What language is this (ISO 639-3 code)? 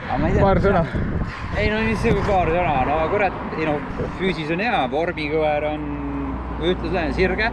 est